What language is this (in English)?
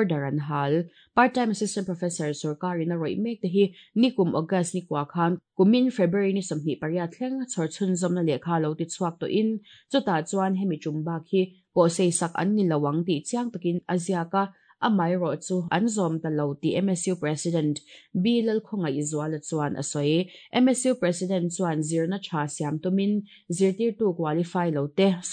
Mizo